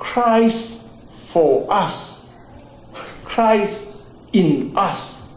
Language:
Falam Chin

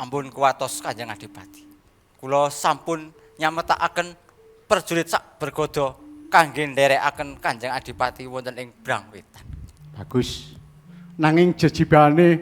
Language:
Javanese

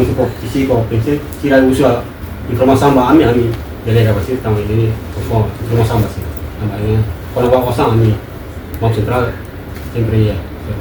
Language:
Tetum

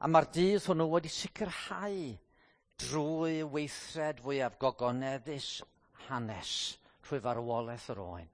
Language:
Welsh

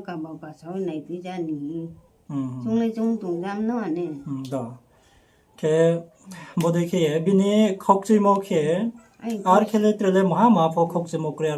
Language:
Riang (India)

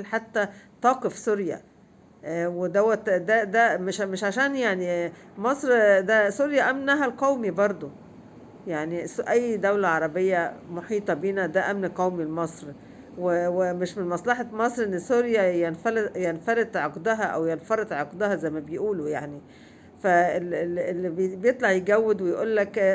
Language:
Egyptian Arabic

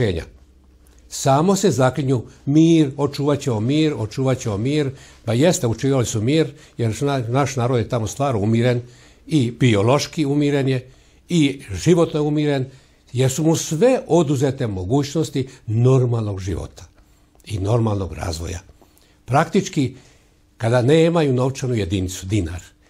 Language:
Serbian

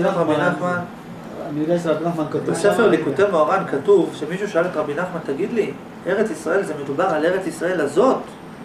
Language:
Hebrew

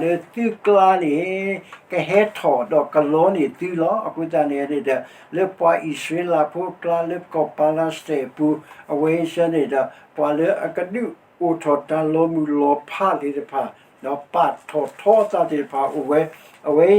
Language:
S'gaw Karen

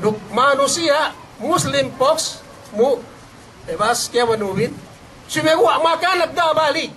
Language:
Yakan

